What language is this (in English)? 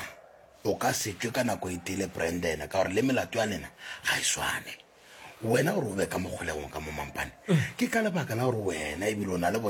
Northern Sotho